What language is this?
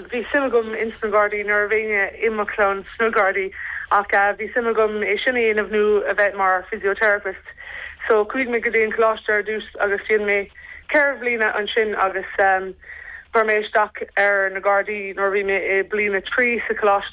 Irish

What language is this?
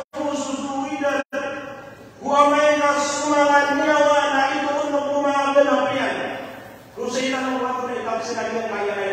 Maranao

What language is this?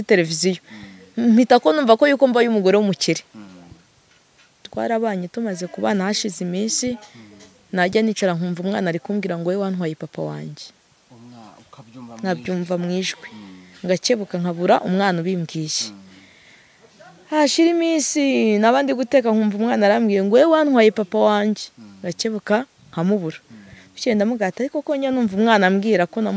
Kinyarwanda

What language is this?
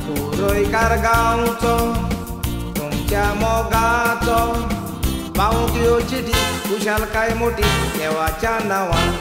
Konkani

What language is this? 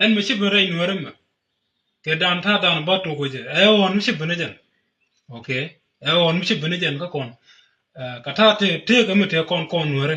Nuer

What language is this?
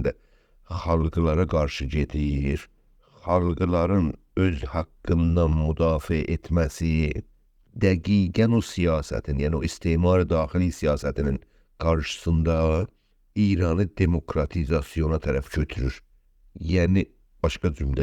South Azerbaijani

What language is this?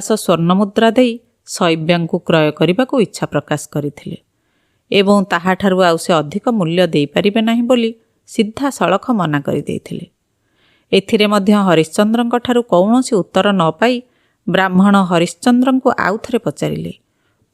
Odia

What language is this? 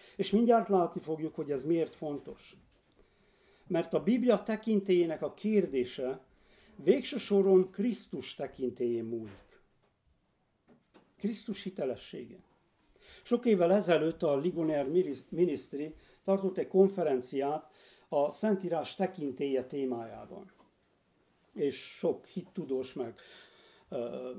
Hungarian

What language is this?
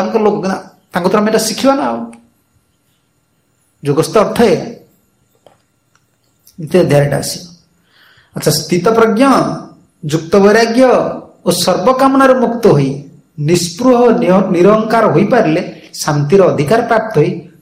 Odia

